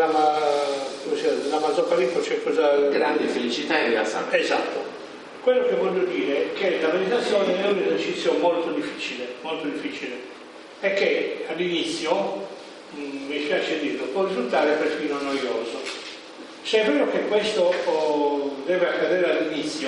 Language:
Italian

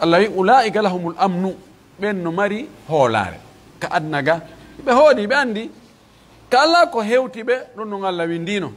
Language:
Pular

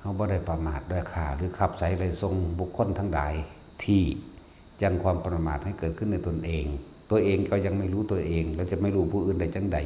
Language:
Northeastern Thai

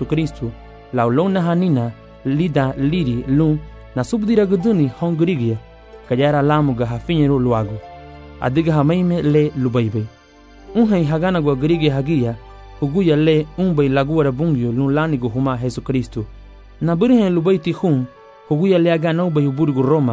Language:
Garifuna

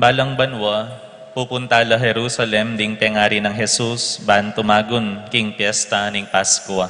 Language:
Pampanga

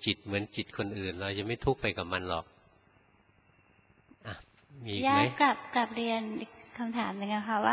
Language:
Thai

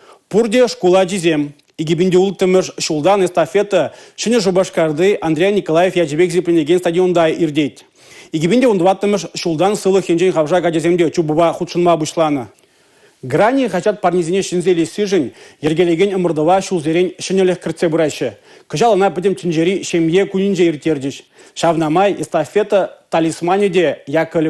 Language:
Chuvash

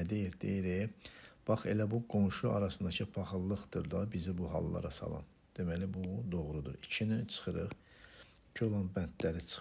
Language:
Azerbaijani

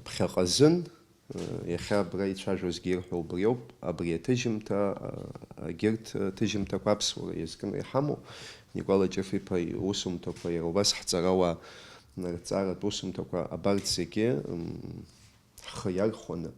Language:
Abkhazian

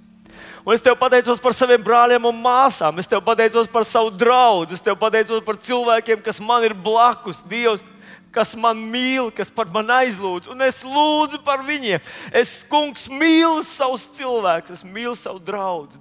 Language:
Latvian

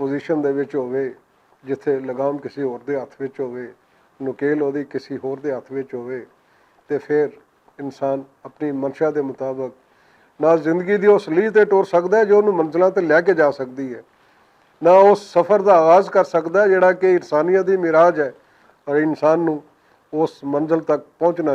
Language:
Western Panjabi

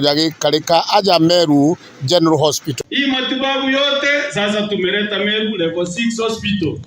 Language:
Meru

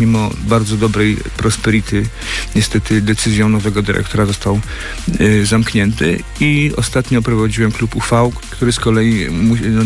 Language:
Polish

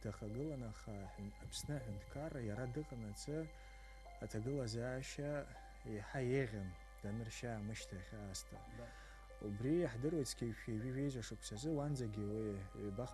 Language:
Abkhazian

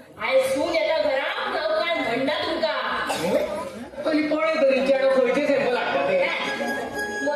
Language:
Konkani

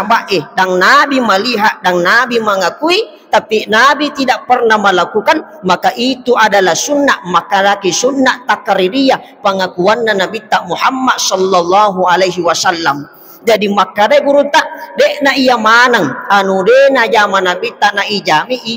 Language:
Buginese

